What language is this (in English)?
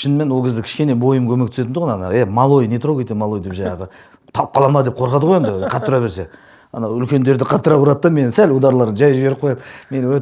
Kazakh